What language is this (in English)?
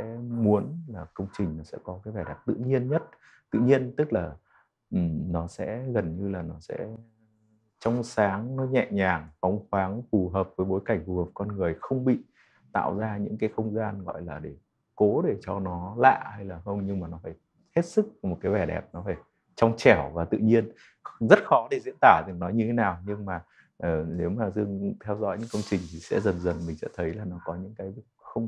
Vietnamese